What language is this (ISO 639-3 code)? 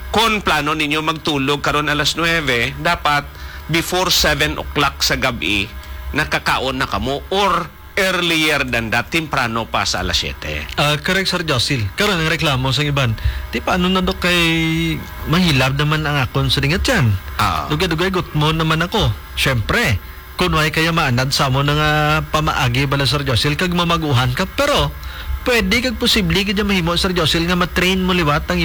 hil